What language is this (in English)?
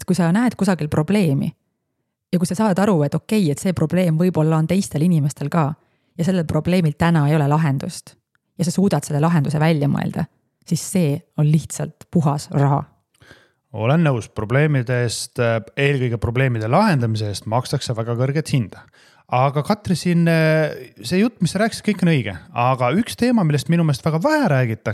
Estonian